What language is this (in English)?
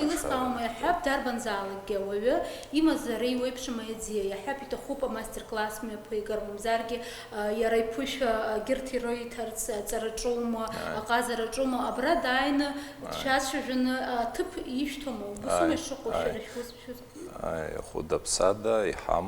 Abkhazian